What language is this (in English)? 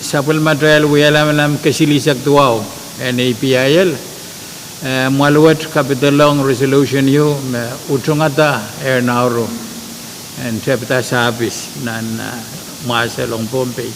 Pohnpeian